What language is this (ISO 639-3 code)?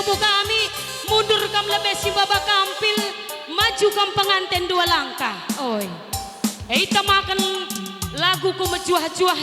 btx